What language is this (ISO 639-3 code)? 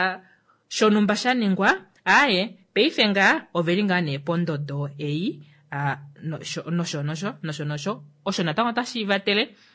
kua